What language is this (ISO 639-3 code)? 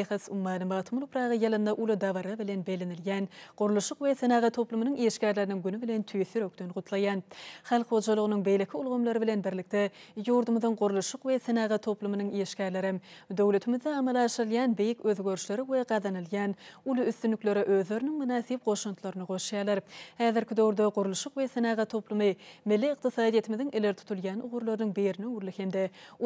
tuk